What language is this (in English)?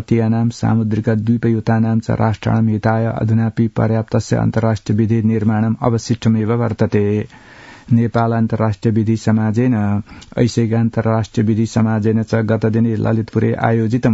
Sanskrit